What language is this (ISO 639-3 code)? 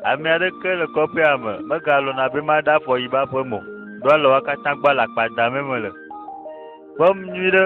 ewe